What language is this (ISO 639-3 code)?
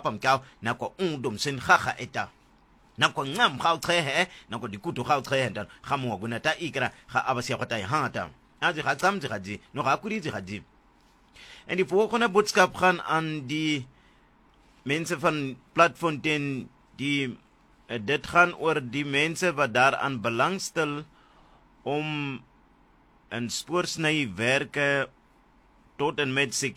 afr